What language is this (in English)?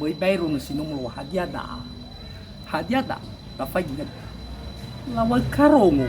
Nias